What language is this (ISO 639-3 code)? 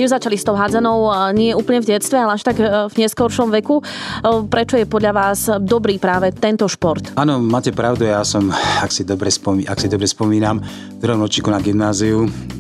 slk